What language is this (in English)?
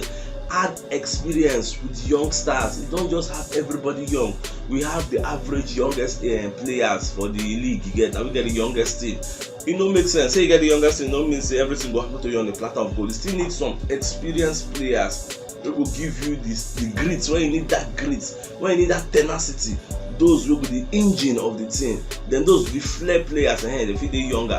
Nigerian Pidgin